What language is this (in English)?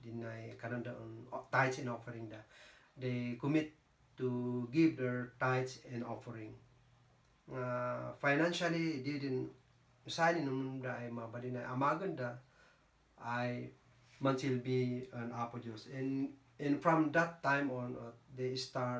Kankanaey